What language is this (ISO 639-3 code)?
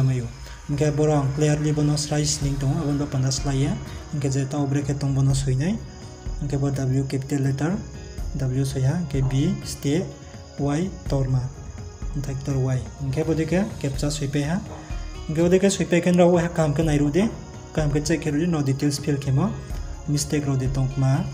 ria